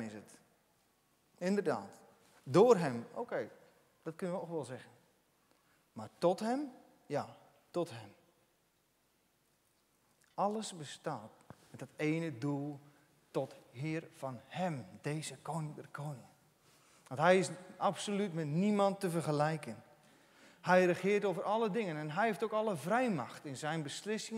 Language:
Dutch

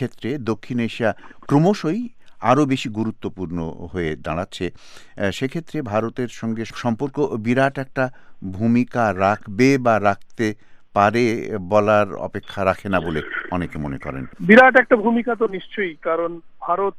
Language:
Bangla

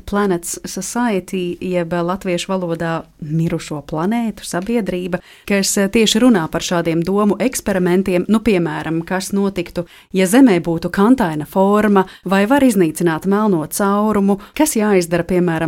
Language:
Latvian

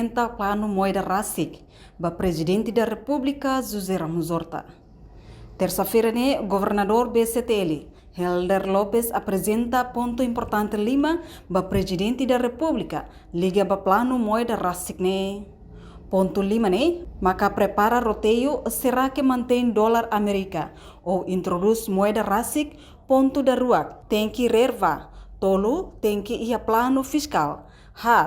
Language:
Tetum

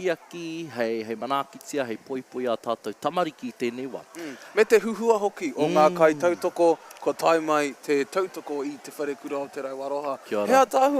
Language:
Māori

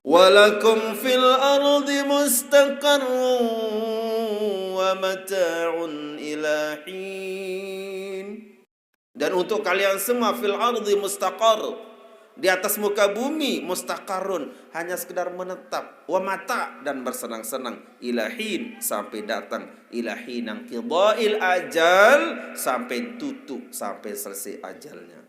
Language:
Sasak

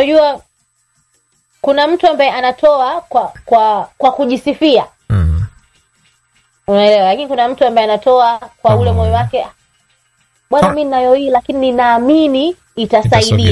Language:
Swahili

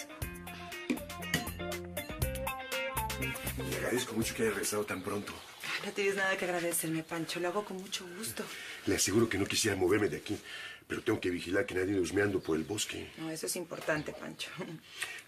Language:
Spanish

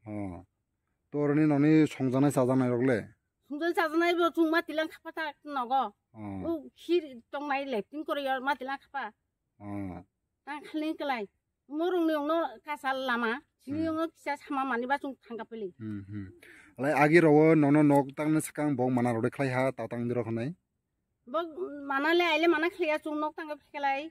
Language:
Kok Borok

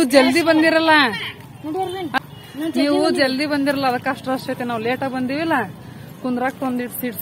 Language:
Kannada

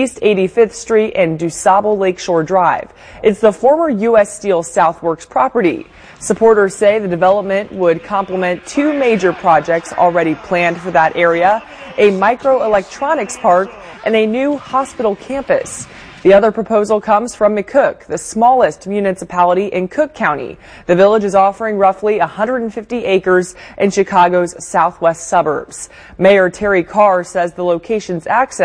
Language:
English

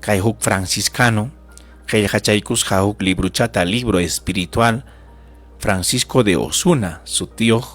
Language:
Ayacucho Quechua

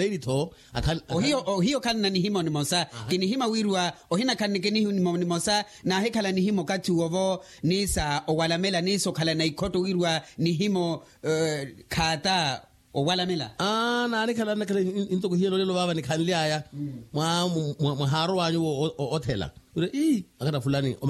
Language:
Makhuwa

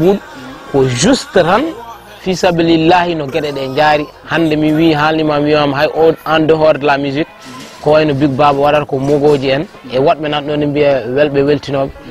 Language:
Fula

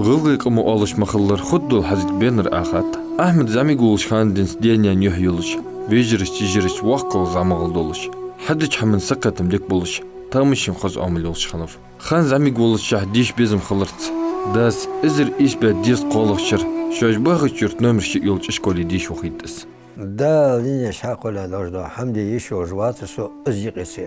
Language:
Ingush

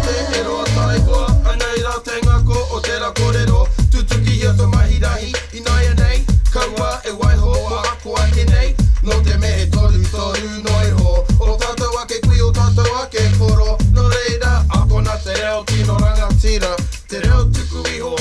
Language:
Māori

